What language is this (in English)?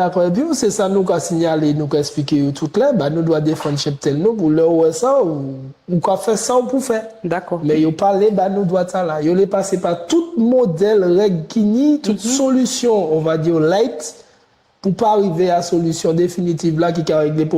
Guadeloupean Creole French